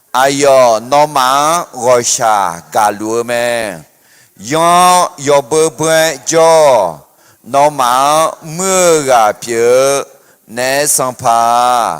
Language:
Akha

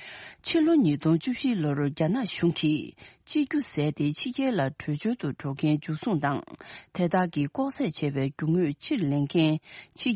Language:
Tibetan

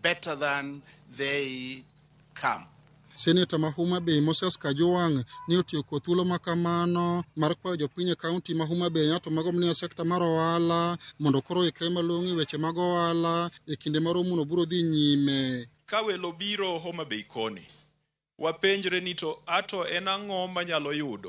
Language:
Luo (Kenya and Tanzania)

